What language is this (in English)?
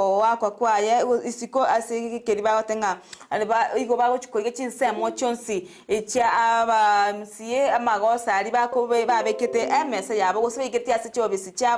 Gusii